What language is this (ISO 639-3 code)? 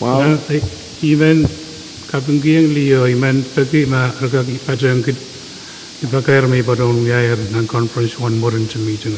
pon